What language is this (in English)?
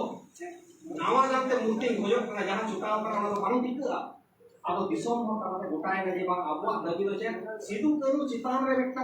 Santali